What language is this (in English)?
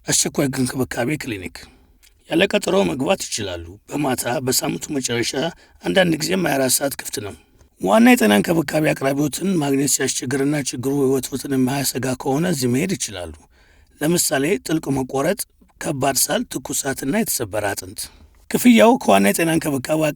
Amharic